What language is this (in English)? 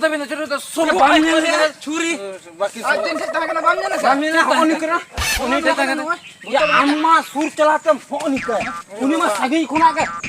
Santali